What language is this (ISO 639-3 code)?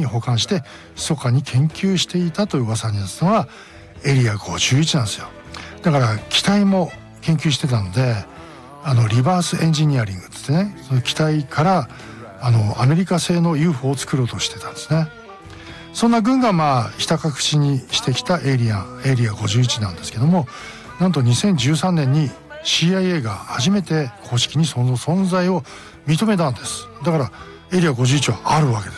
jpn